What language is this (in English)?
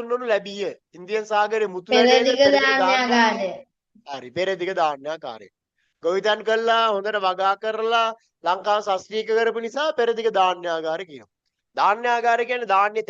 Sinhala